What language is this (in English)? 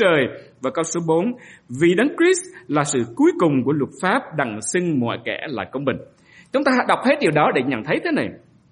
Vietnamese